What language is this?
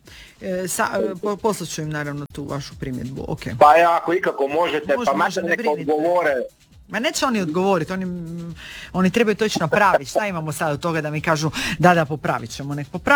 Croatian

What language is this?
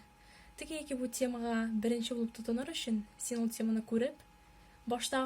Tatar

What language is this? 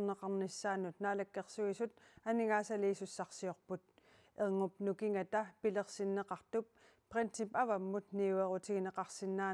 Kalaallisut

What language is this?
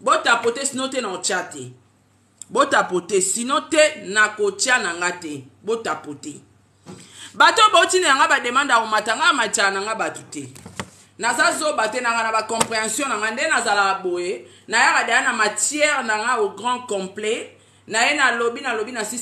Lingala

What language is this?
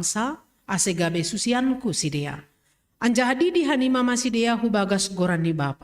Batak Simalungun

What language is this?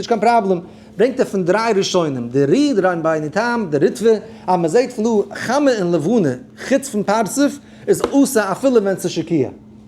Yiddish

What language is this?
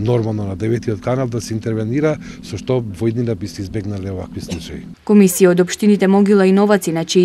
Macedonian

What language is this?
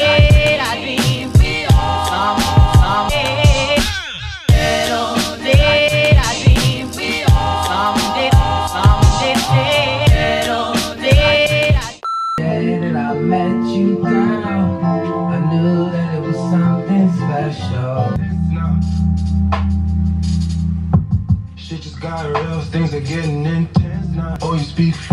Norwegian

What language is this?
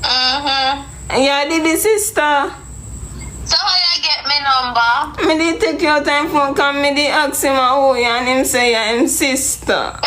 Jamaican Creole English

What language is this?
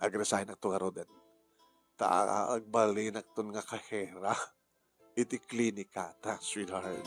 Iloko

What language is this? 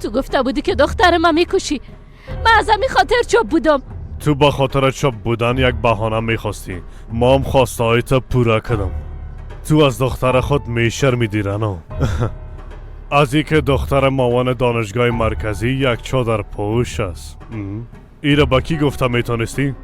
Persian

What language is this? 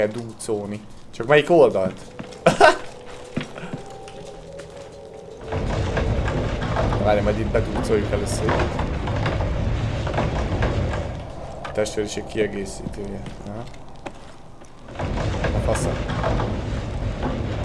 Hungarian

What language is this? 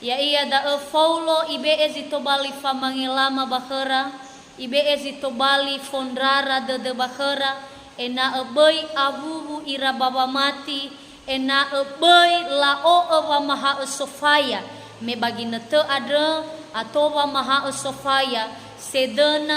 Nias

